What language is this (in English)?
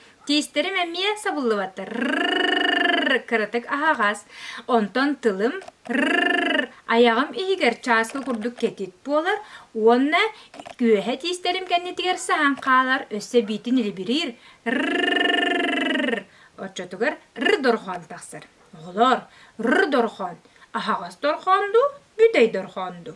Yakut